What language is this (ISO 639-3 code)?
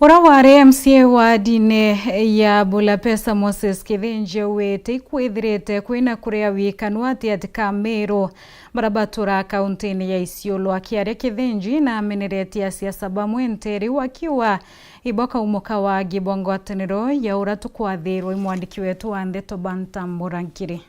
mer